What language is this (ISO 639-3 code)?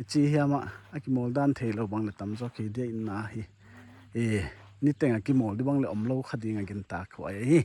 pck